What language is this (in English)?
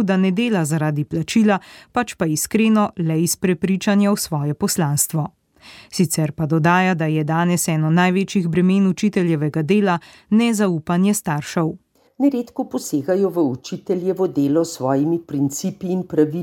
Slovenian